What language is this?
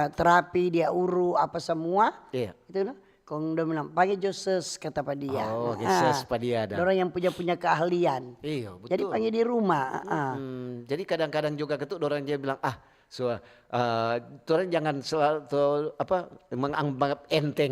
Manado Malay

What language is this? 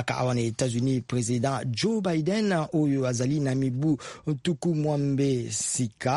Lingala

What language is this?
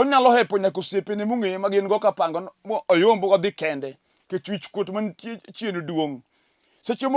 Luo (Kenya and Tanzania)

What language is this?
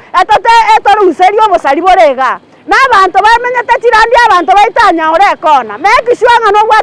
Gusii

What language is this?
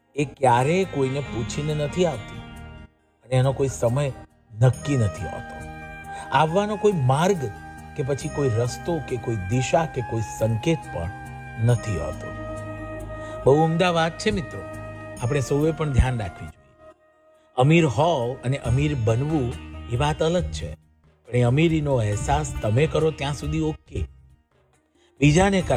Gujarati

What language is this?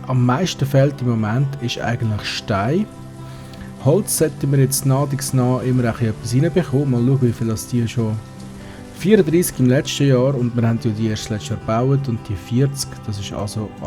Swiss German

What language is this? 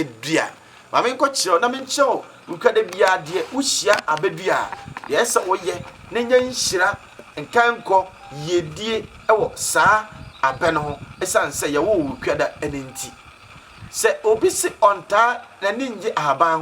Akan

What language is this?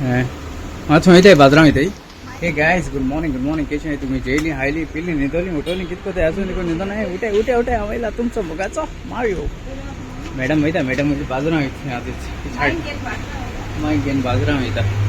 Konkani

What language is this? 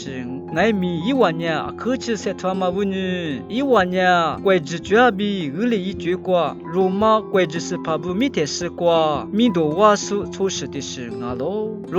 Lisu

